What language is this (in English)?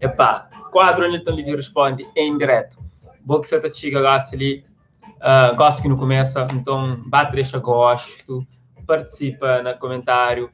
Kabuverdianu